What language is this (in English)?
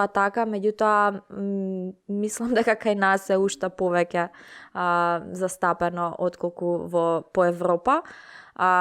Macedonian